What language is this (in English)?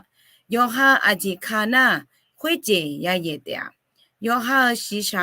Akha